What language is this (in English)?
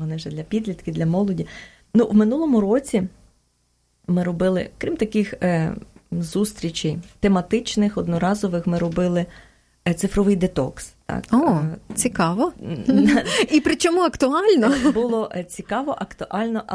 Ukrainian